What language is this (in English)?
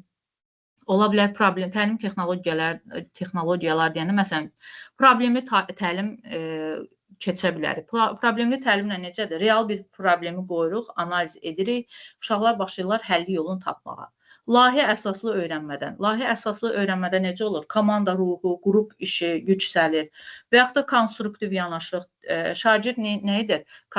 Azerbaijani